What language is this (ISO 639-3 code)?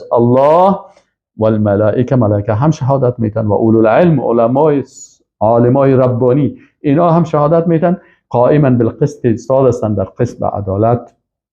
fas